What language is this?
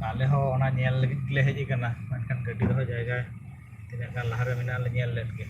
Santali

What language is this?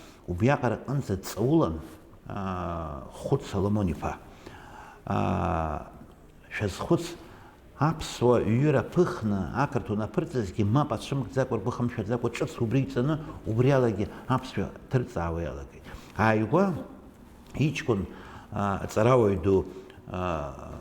Abkhazian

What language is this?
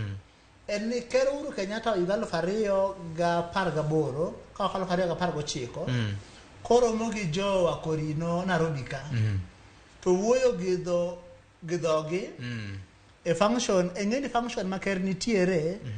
Luo (Kenya and Tanzania)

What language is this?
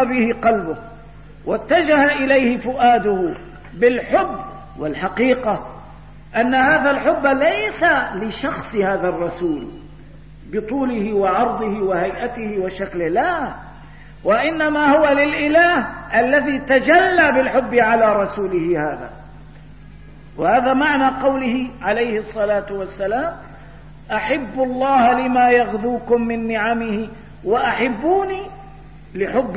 Arabic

